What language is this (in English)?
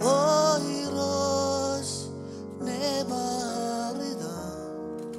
Marshallese